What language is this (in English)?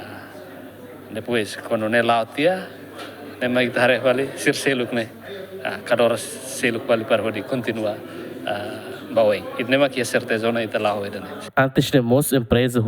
Tetum